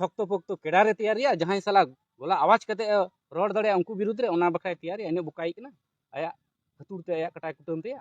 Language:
Santali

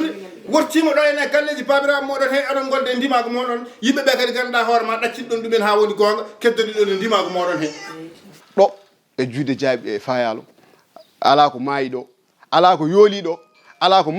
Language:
Fula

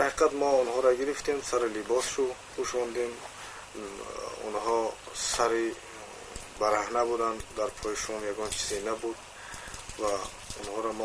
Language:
Tajik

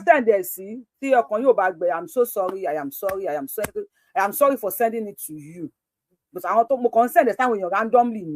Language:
Yoruba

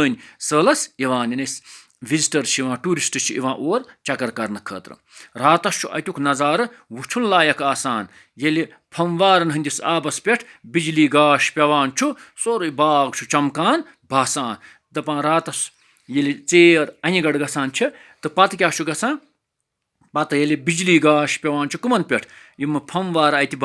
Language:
Kashmiri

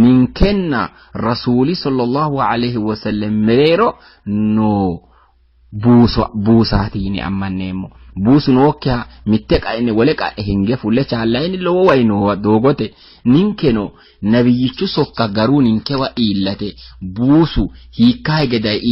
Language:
Sidamo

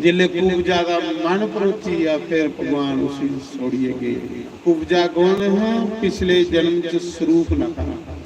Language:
Dogri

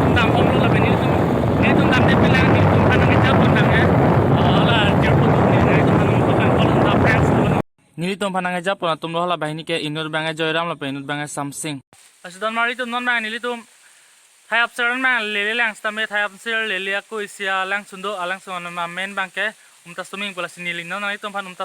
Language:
Karbi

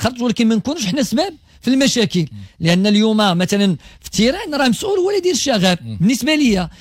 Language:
Moroccan Arabic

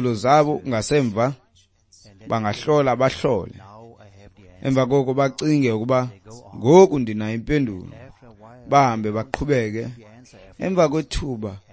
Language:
Xhosa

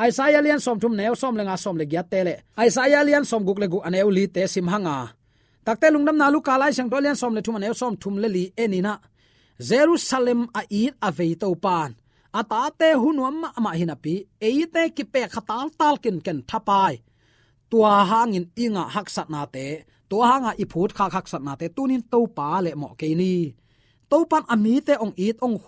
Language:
Tedim Chin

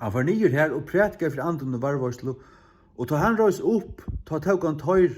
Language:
Faroese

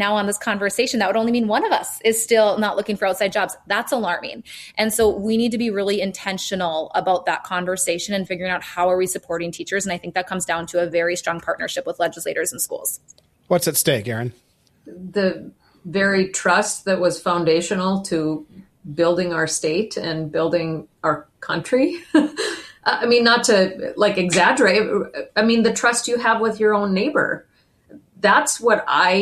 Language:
English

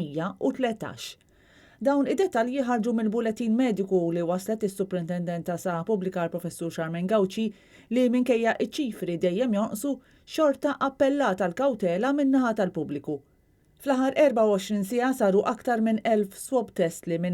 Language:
Maltese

